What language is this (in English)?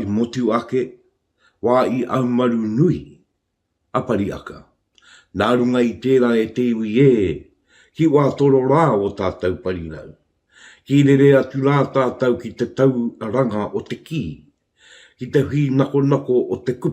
Māori